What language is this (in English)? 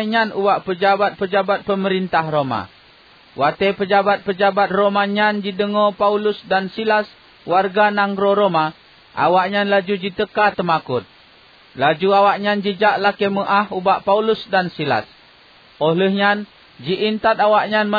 Achinese